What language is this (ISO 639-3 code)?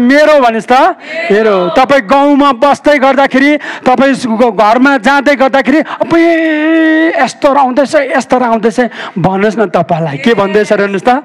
nep